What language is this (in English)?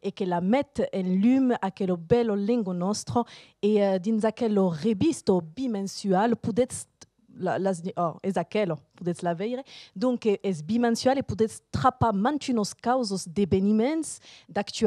Occitan